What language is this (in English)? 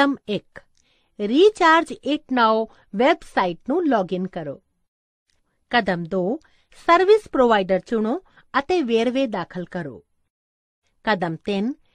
Punjabi